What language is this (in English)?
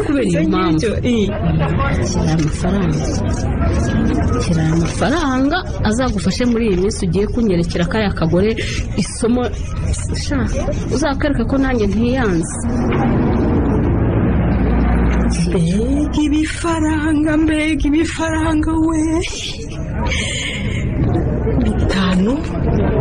Kinyarwanda